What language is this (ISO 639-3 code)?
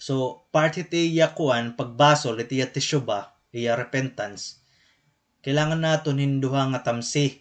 war